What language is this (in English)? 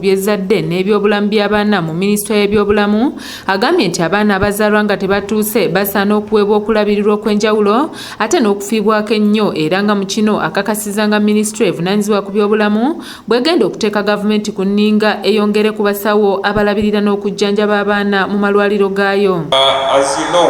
Ganda